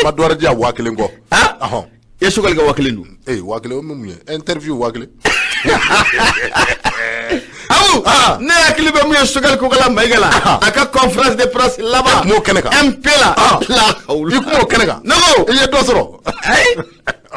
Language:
Bambara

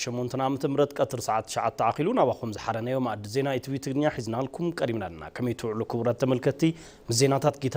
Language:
Tigrinya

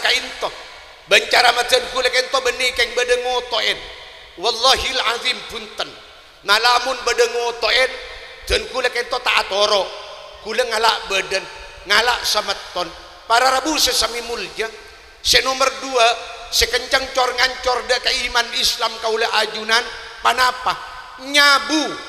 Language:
Madurese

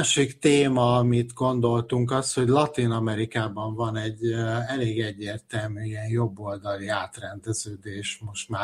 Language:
Hungarian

